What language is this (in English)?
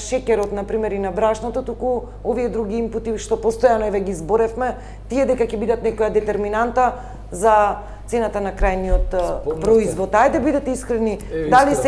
Macedonian